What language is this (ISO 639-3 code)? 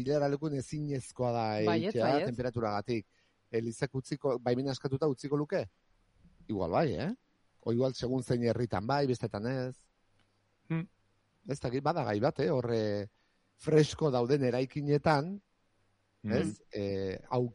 eus